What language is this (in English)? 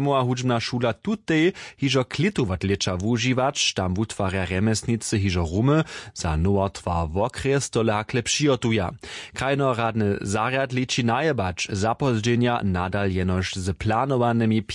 Upper Sorbian